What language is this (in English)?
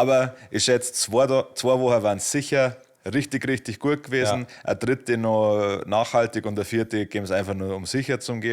Bavarian